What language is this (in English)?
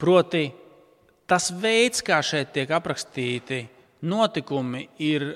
Latvian